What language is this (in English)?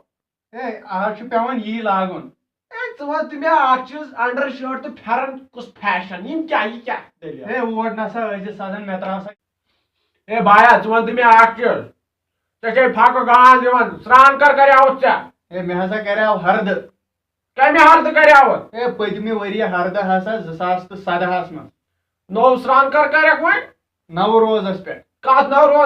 Kashmiri